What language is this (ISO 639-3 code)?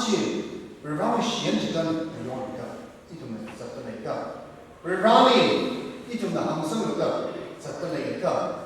nmf